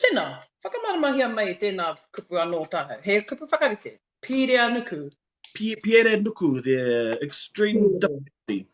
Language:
Māori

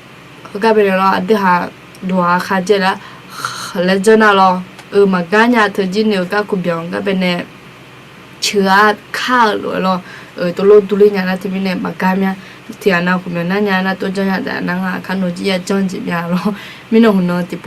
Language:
Akha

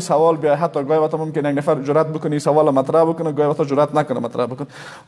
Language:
Persian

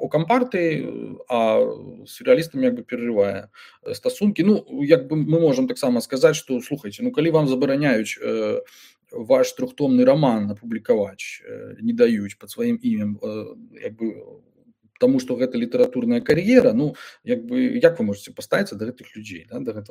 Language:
Belarusian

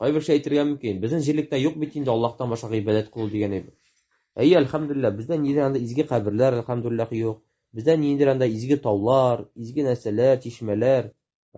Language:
Tatar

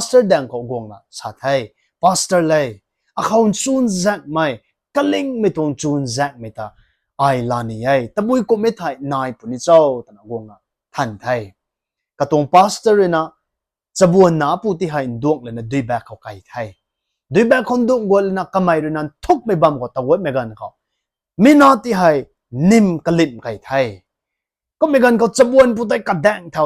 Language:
Rongmei Naga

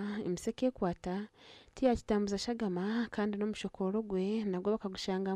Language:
Nyankole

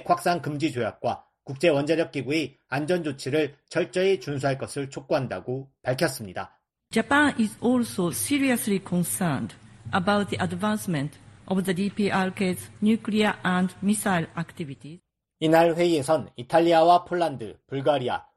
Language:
Korean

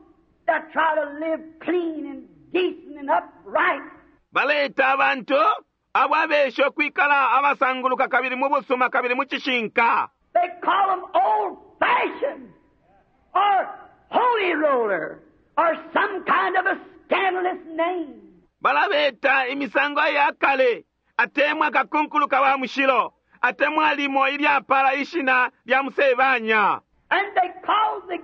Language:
Bemba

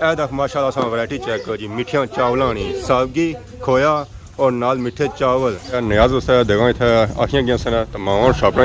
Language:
Pahari-Potwari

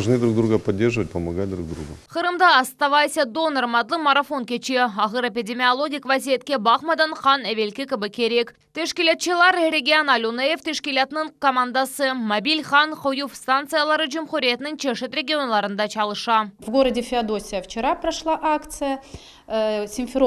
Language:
Crimean Tatar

